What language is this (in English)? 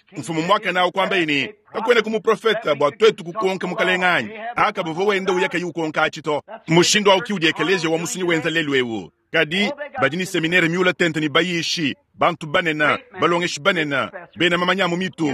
Luba-Lulua